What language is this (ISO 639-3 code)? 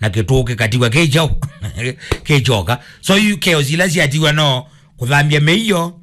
kam